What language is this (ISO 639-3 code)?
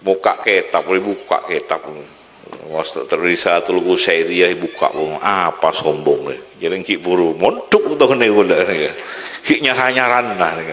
mad